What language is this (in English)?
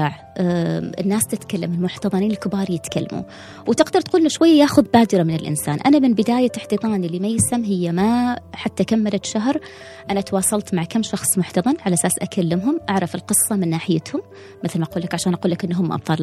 Gulf Arabic